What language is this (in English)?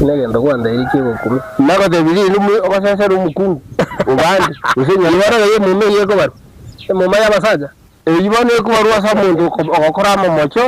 Gusii